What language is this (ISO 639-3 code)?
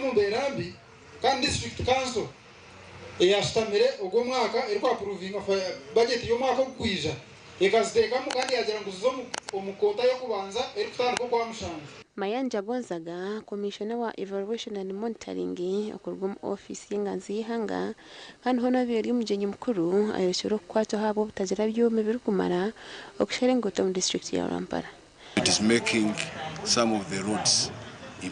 nyn